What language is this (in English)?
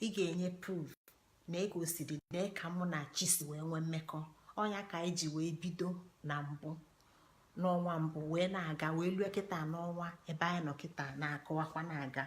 Igbo